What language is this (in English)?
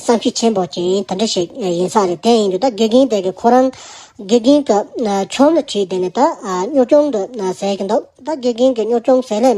Tibetan